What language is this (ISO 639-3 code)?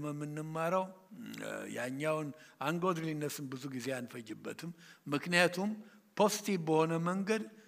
amh